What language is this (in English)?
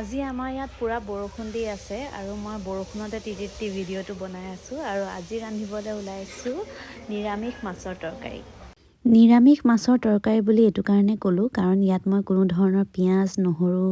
Assamese